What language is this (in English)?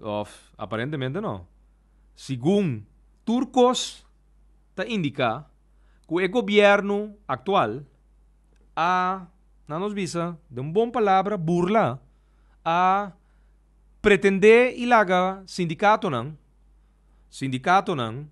Papiamento